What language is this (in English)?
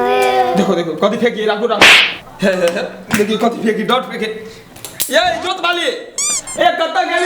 Maithili